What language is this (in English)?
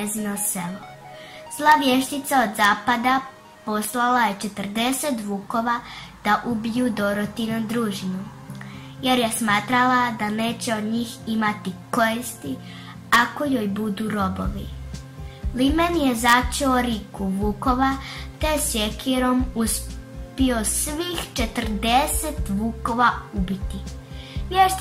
Croatian